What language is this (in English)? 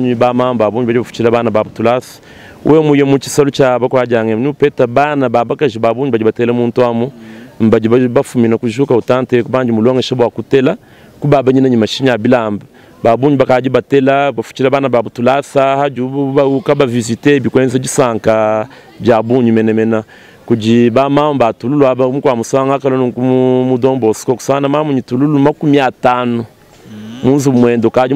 Luba-Lulua